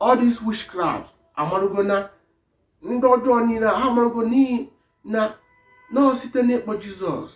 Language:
Igbo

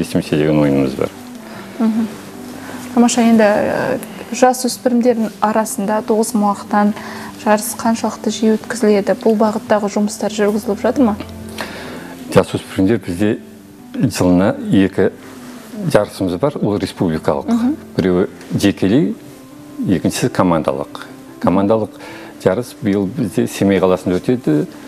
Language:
Kazakh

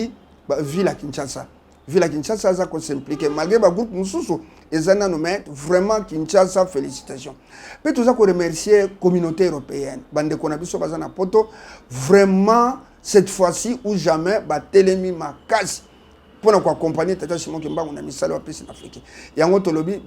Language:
Lingala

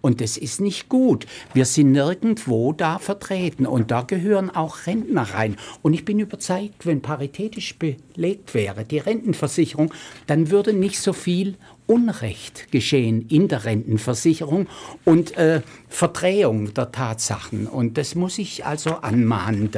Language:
German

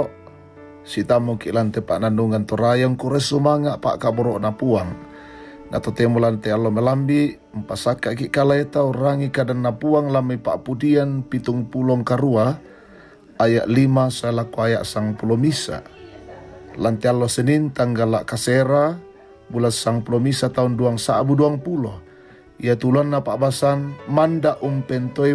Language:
Toraja-Sa'dan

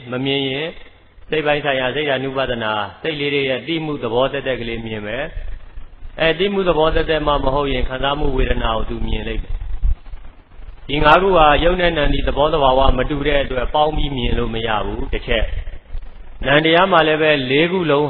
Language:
Burmese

